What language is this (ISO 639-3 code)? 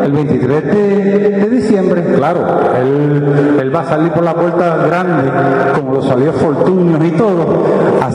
spa